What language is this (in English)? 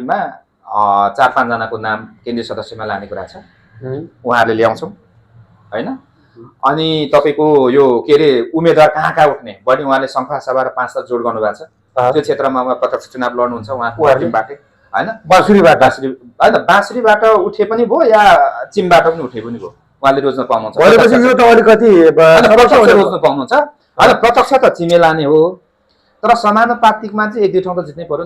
Nepali